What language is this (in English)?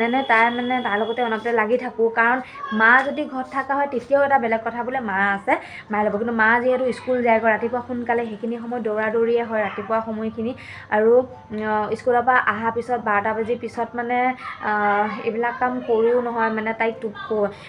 Assamese